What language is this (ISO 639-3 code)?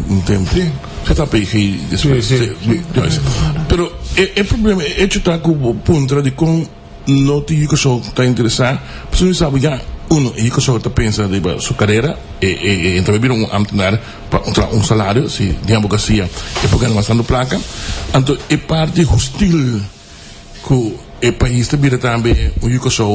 pap